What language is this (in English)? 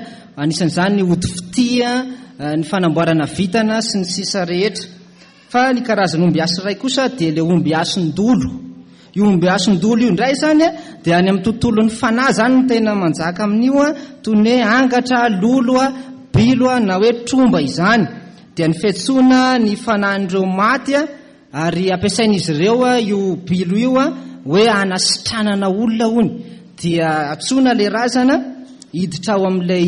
Malagasy